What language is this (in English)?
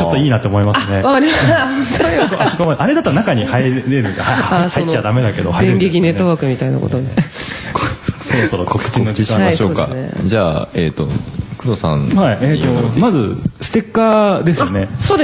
Japanese